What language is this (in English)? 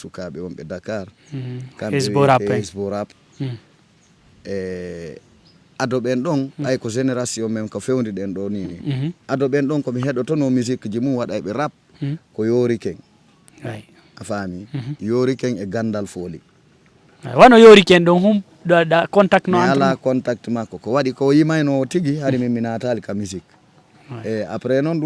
Fula